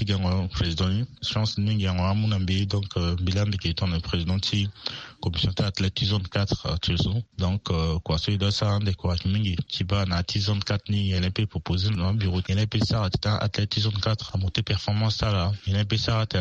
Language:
Sango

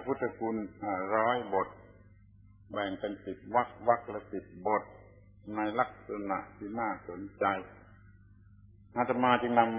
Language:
Thai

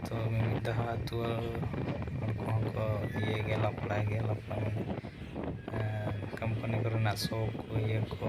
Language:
Santali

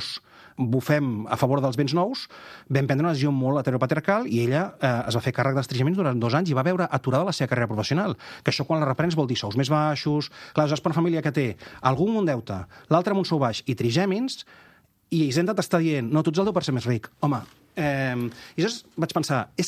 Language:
Catalan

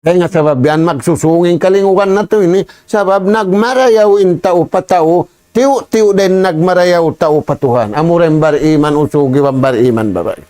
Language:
Tausug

